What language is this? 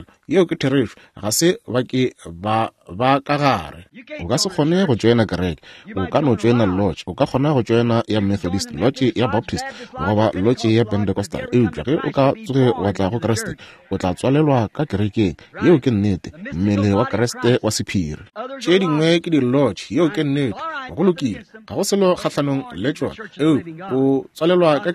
Northern Sotho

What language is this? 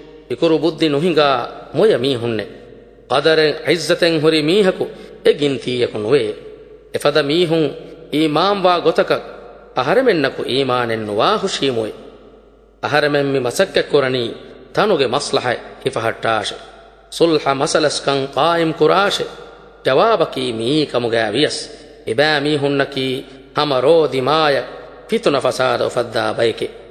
Divehi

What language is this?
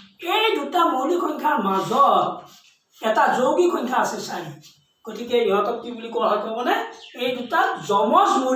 Assamese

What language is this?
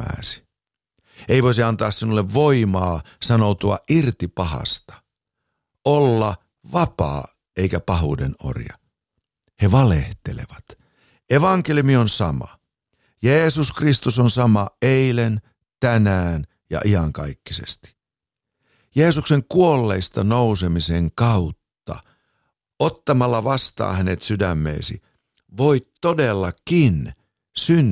Finnish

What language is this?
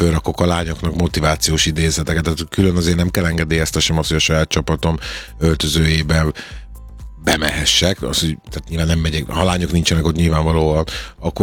Hungarian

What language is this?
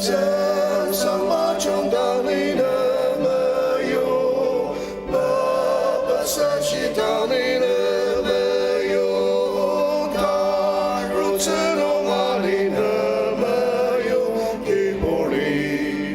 Ao Naga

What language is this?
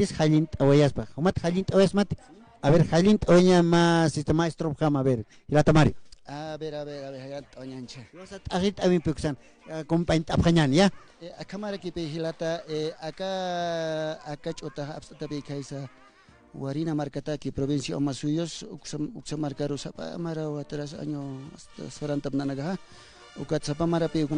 Aymara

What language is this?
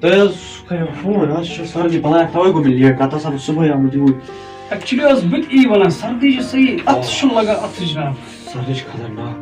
Kashmiri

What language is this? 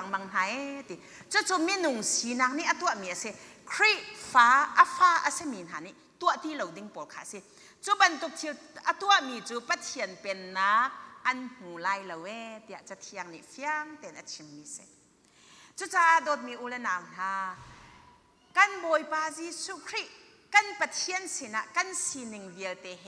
Hakha Chin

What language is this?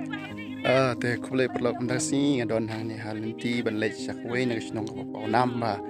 Khasi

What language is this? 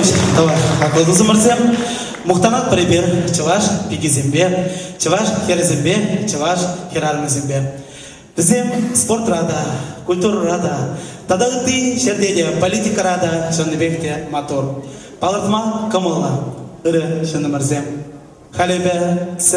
Chuvash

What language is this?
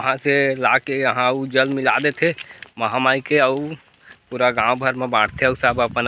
Chhattisgarhi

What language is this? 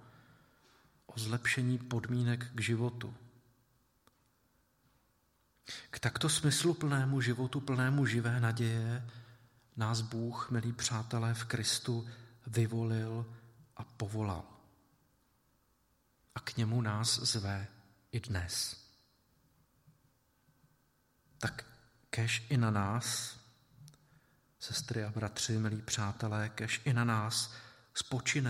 Czech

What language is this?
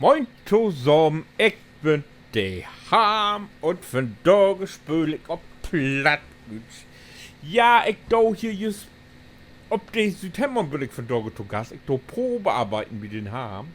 Low German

